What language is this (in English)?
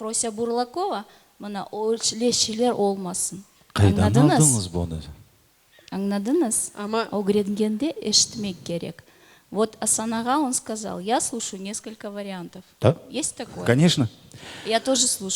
Crimean Tatar